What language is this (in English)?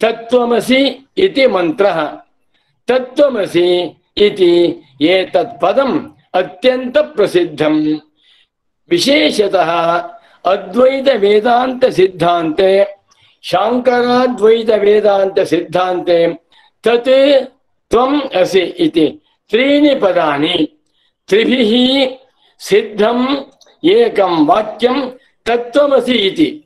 Sanskrit